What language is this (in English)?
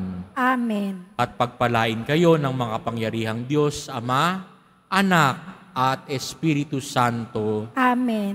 Filipino